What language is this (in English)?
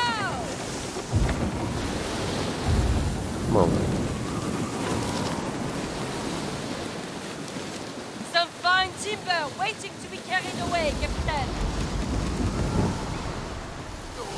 Polish